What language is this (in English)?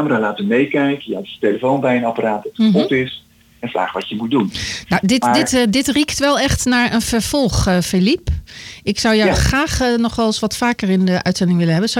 Dutch